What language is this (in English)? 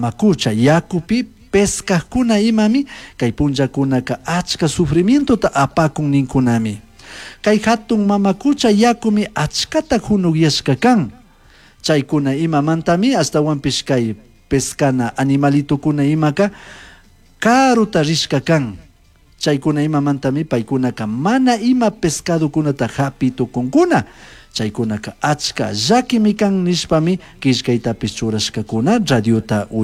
Chimborazo Highland Quichua